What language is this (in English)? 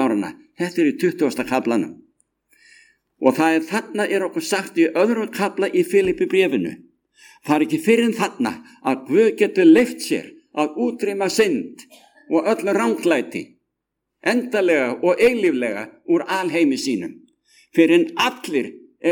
Icelandic